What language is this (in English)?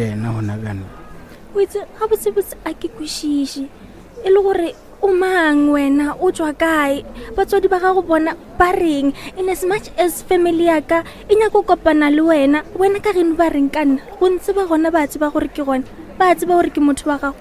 Northern Sotho